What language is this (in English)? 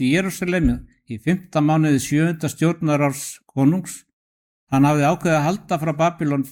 Icelandic